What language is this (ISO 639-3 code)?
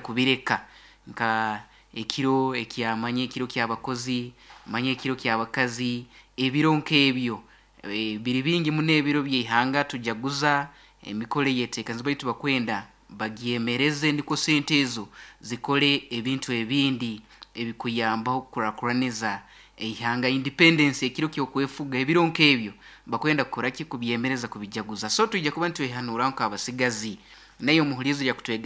nyn